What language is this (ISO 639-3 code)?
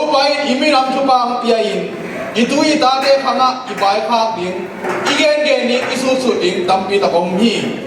ctd